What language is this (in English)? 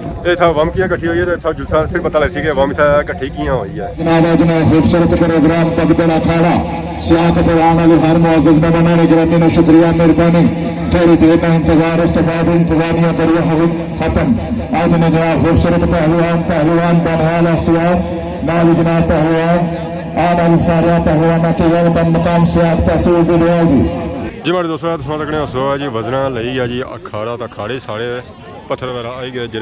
Pahari-Potwari